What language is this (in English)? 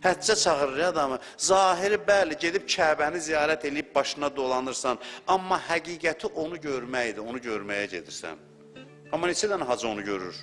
Azerbaijani